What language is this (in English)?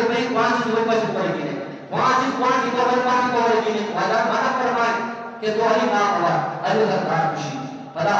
Eastern Balochi